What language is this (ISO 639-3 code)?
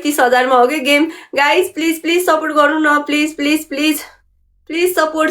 nep